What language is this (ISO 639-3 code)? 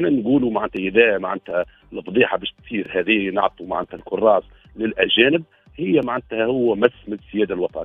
aeb